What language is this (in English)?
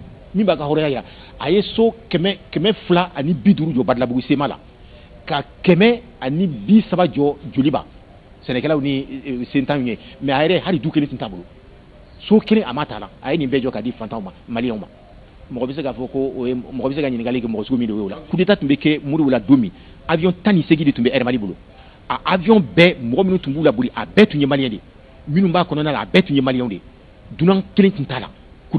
Bambara